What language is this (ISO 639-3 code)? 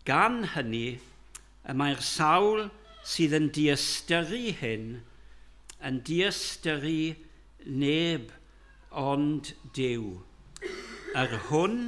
cym